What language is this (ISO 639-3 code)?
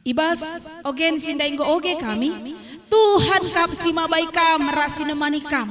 btx